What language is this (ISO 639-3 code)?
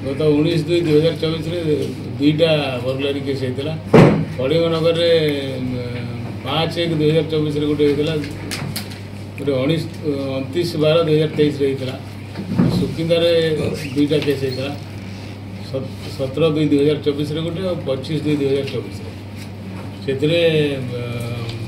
ori